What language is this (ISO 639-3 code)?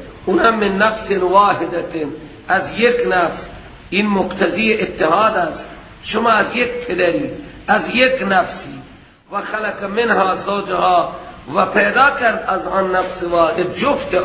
fas